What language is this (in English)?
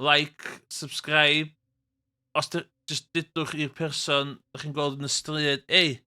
Welsh